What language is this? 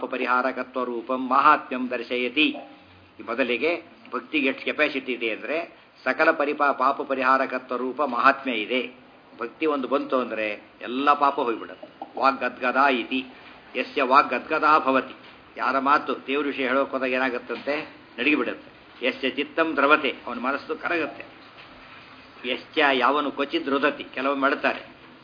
Kannada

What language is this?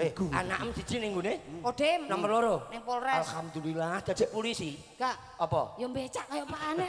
Javanese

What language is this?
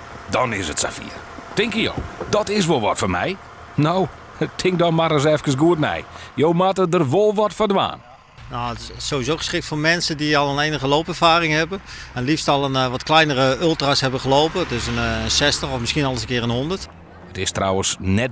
Western Frisian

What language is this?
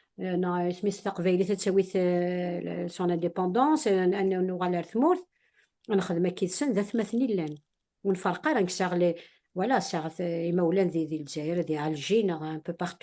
Kabyle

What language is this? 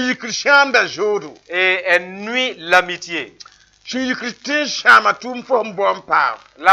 Mossi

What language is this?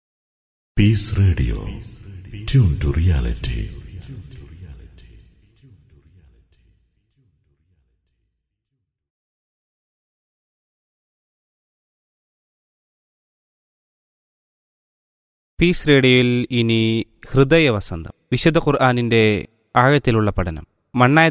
Malayalam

